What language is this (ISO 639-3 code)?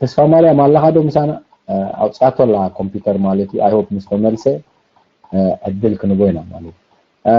tir